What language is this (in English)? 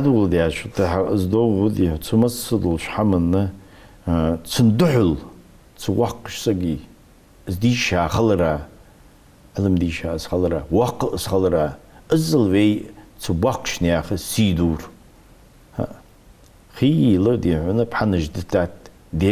Ingush